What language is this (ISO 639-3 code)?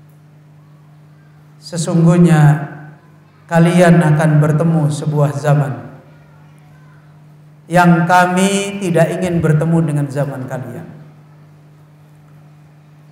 ind